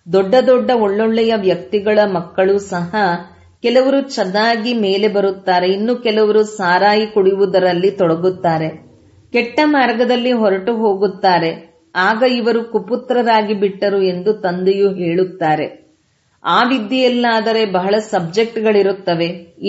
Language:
Kannada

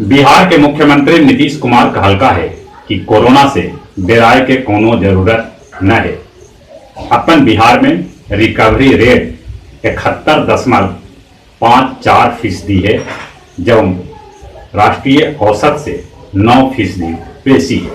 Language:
Magahi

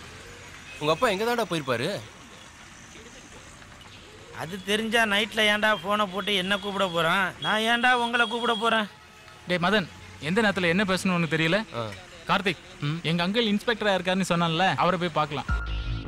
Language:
Tamil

